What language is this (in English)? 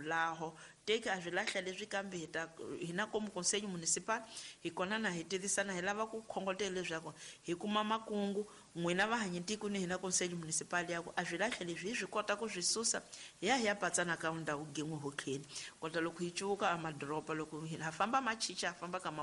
Tsonga